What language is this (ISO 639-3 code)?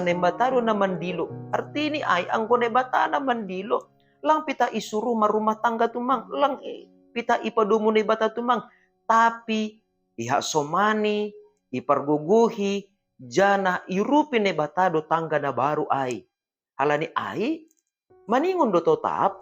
bts